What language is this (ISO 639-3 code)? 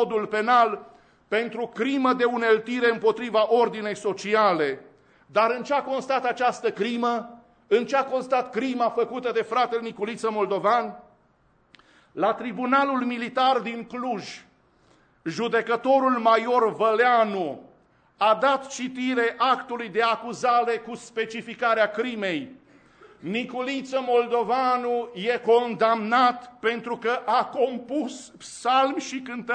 ron